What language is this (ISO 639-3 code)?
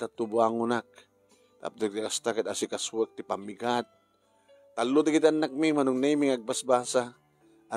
ilo